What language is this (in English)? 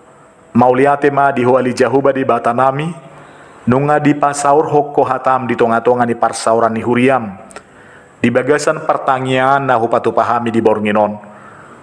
Batak Toba